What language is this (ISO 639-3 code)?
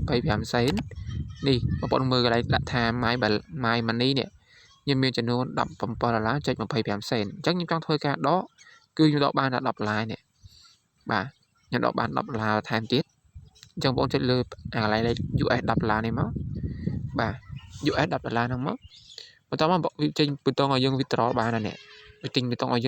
khm